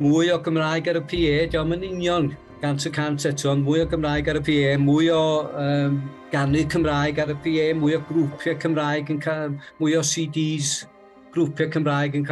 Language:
Welsh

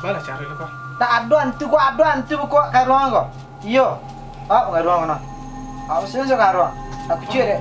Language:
Minangkabau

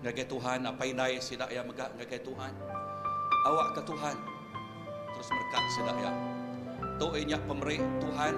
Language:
Iban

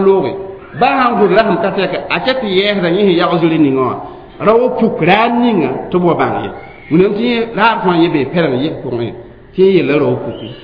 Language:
Mossi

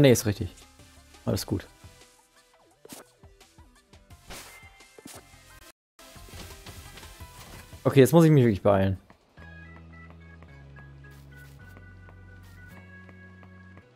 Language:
German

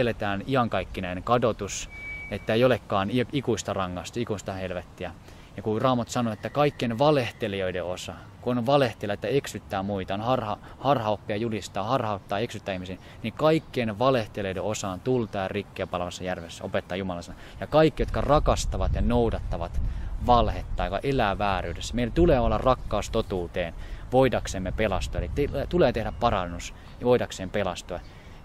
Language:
Finnish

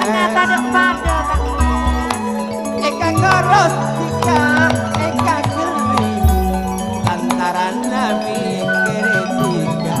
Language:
Madurese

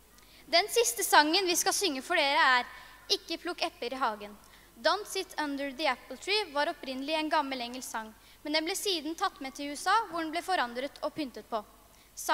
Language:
Norwegian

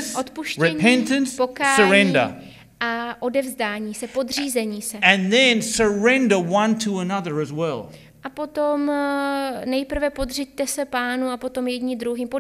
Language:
Czech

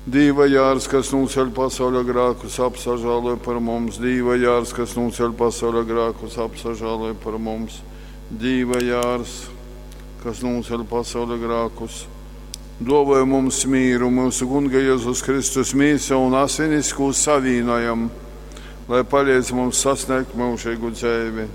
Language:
Latgalian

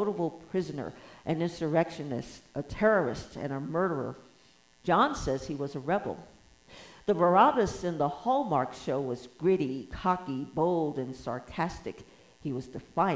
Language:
English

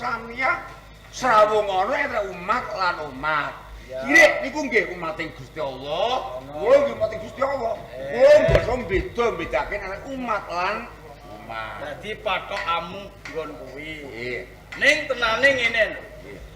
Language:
Javanese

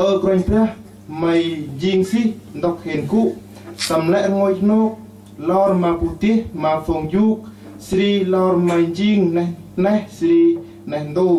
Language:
Central Mnong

